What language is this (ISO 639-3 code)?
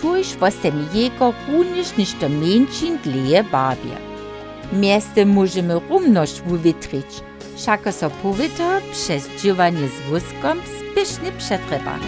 hsb